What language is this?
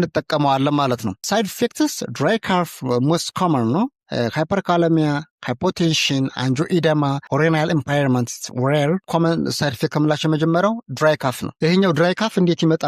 Amharic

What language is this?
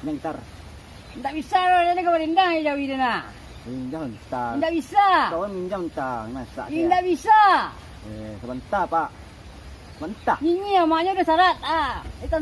Minangkabau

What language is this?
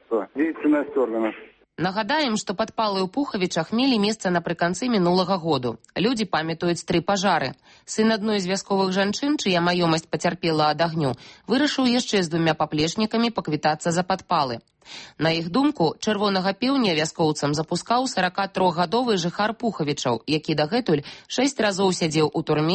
Belarusian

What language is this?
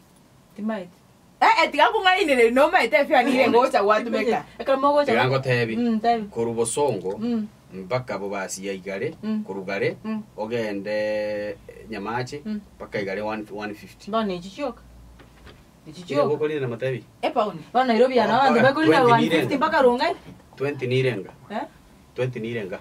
Gusii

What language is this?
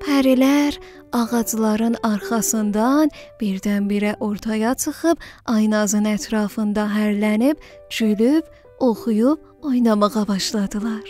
South Azerbaijani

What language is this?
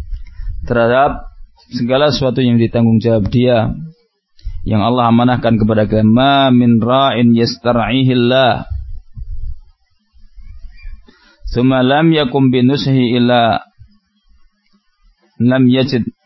Indonesian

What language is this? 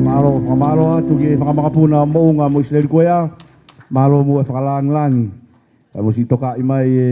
Tongan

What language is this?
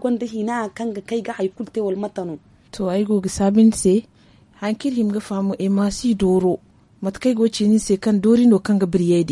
Zarma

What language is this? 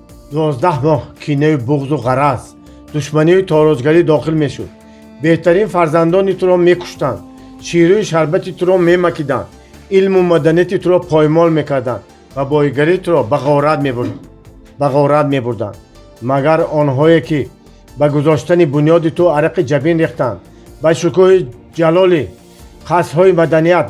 Tajik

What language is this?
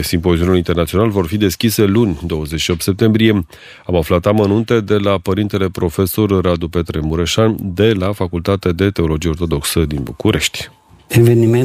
Romanian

